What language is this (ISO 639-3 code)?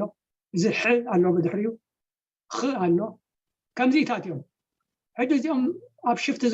tir